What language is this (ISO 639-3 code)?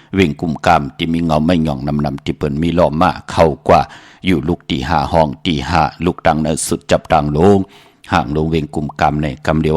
shn